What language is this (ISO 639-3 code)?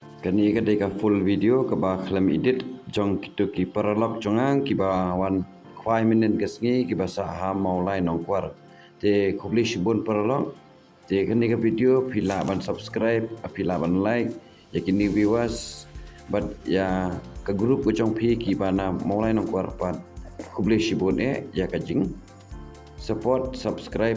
kha